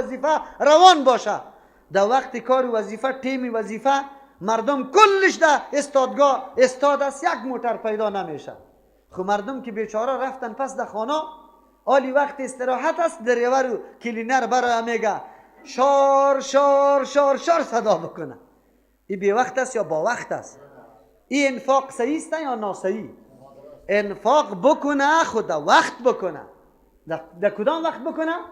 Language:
Persian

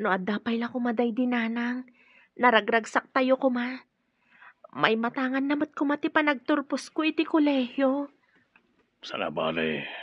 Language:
Iloko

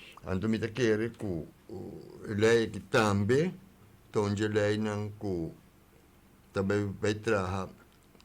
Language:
Papiamento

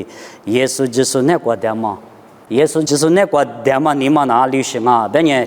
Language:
Lisu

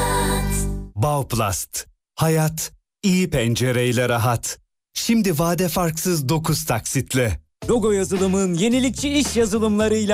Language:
Turkish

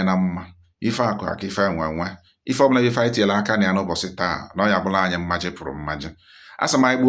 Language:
Igbo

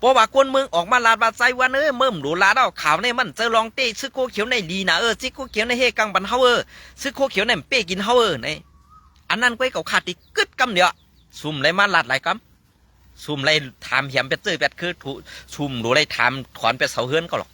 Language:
Shan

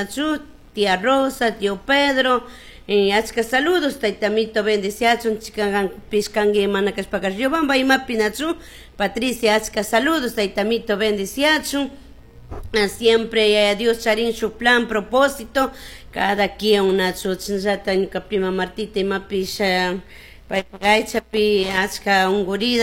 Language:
Chimborazo Highland Quichua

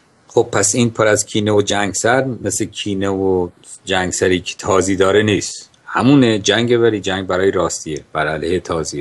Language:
Persian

